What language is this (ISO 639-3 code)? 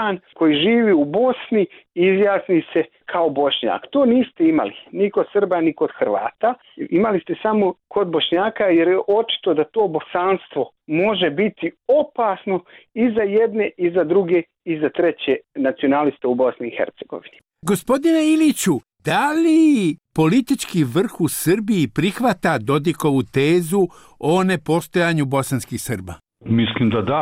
bos